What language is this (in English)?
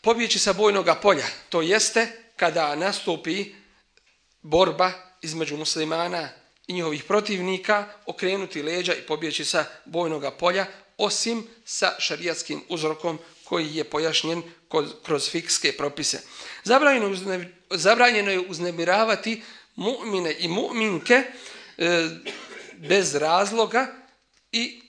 Bosnian